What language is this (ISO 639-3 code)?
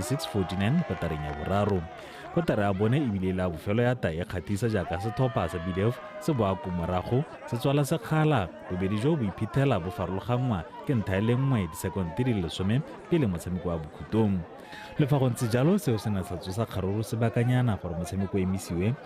tsn